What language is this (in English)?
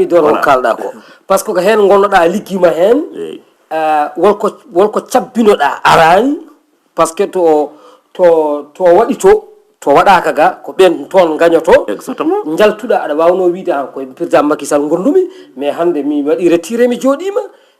Fula